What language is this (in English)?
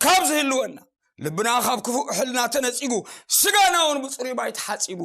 Tigrinya